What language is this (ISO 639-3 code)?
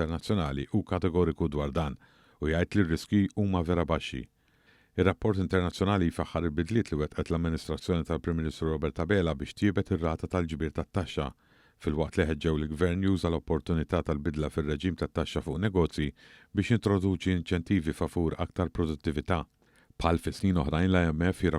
mlt